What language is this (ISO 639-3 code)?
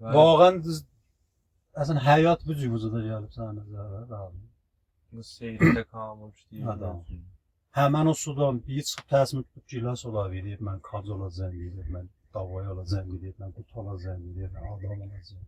azb